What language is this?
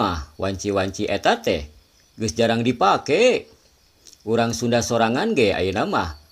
Sundanese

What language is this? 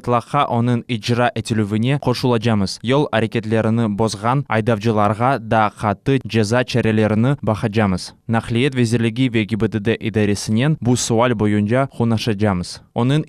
Crimean Tatar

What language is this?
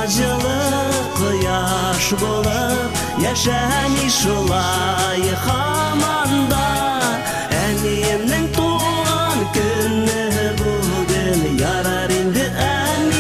Bashkir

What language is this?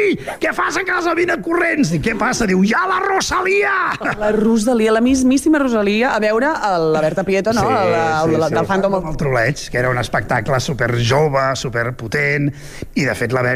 Catalan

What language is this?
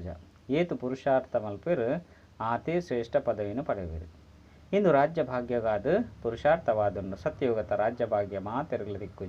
Tulu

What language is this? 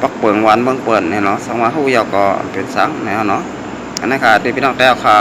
Shan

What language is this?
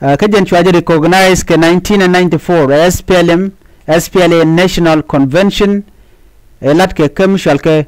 Nuer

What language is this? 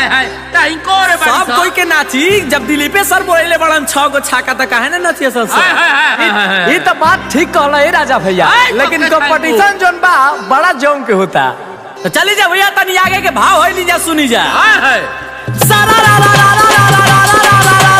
Bhojpuri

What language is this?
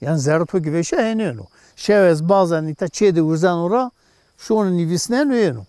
Zaza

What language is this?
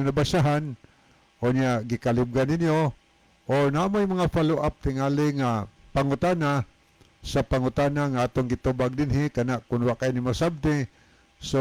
Cebuano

